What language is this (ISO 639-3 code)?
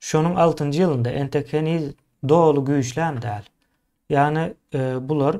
tuk